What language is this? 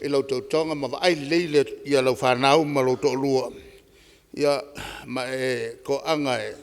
Samoan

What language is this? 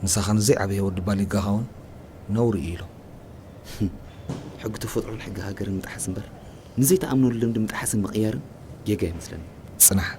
Tigrinya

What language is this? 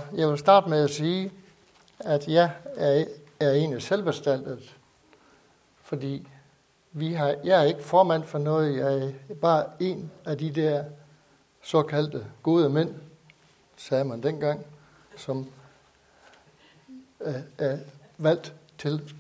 Danish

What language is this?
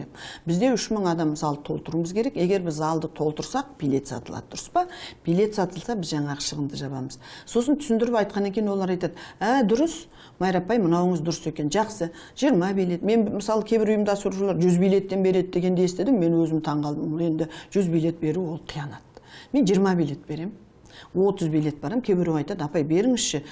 Kazakh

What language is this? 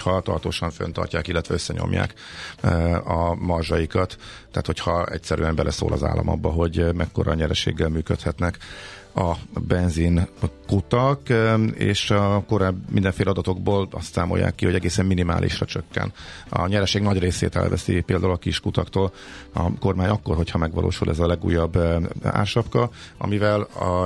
Hungarian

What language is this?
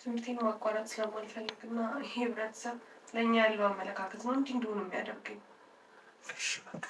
Amharic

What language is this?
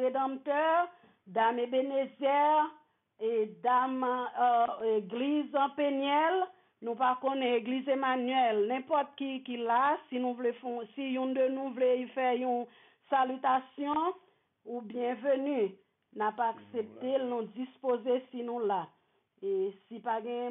French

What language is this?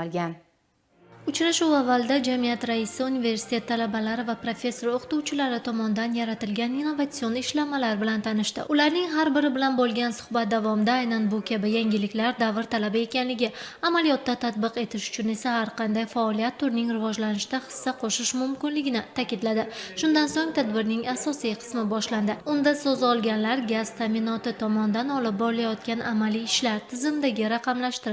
Uzbek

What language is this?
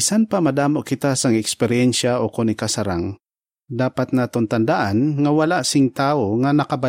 Hiligaynon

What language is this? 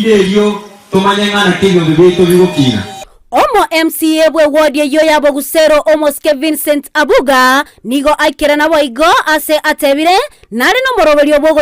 Gusii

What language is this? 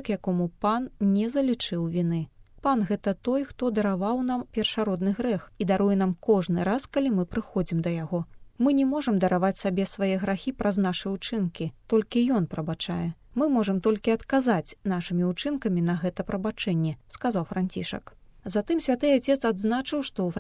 Belarusian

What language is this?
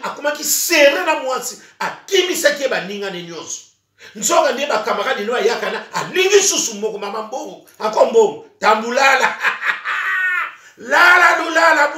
Lingala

